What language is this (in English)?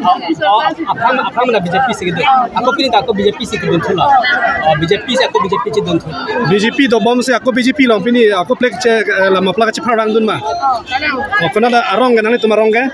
Karbi